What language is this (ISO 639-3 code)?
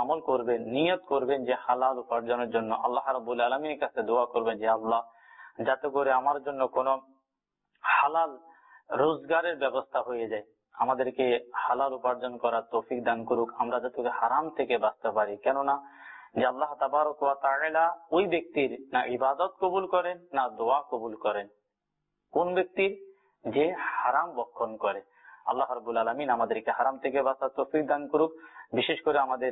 ben